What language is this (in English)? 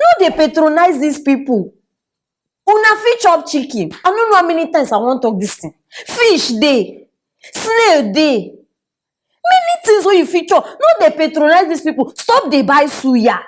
Nigerian Pidgin